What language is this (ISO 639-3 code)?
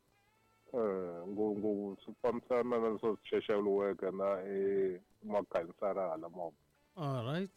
tso